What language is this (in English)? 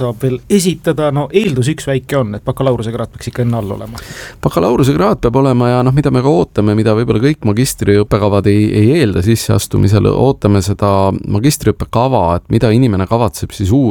Estonian